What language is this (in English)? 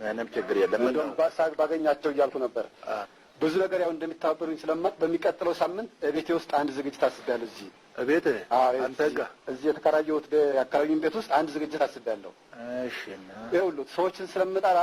Amharic